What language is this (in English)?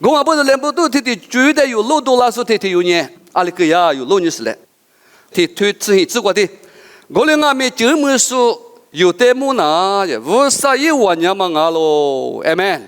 Lisu